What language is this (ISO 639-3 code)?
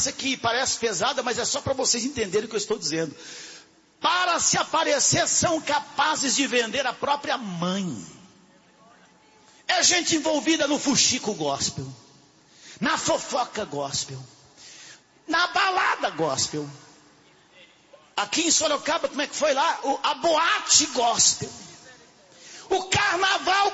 por